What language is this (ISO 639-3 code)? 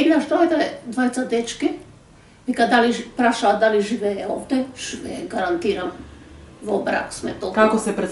mkd